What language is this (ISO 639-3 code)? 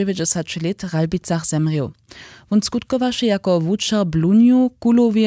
hsb